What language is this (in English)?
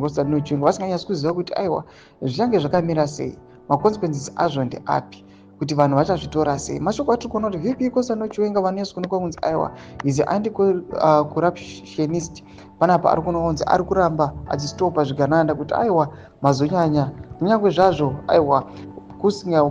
Shona